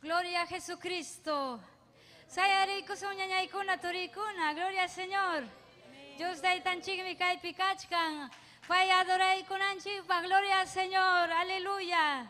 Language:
Ayacucho Quechua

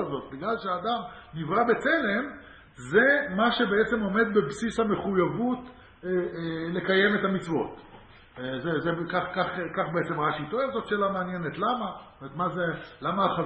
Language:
Hebrew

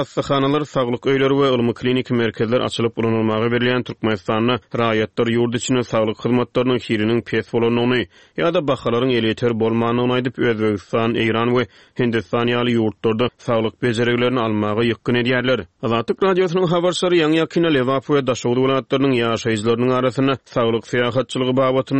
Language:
Turkmen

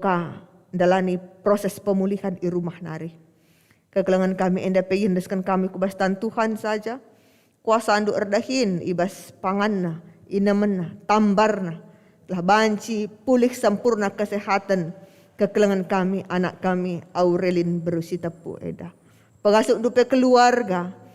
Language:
Batak Karo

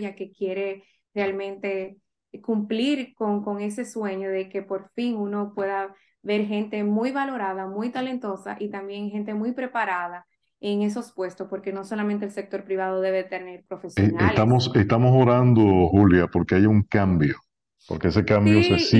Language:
Spanish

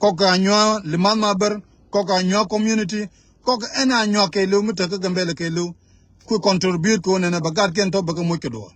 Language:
Nuer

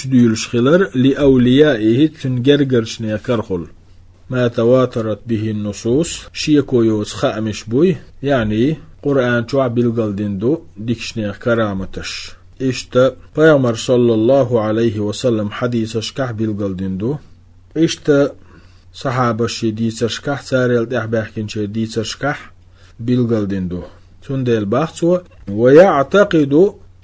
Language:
Chechen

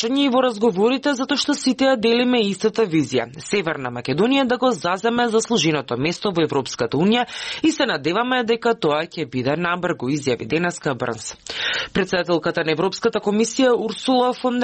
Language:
Macedonian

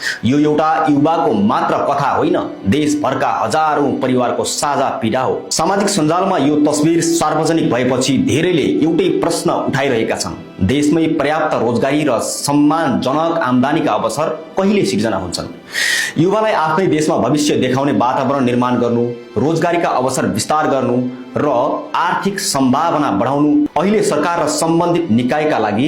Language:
Nepali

